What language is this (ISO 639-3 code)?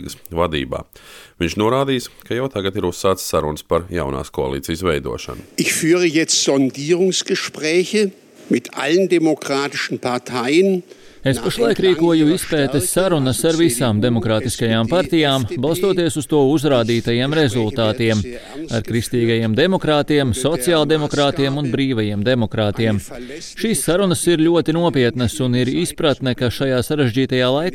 lav